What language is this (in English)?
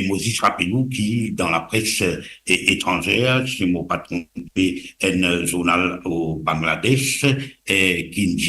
Morisyen